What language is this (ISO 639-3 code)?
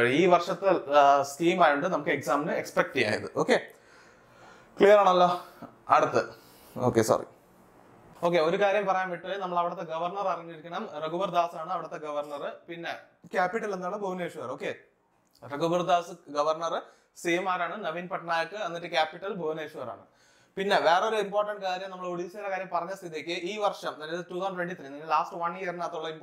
mal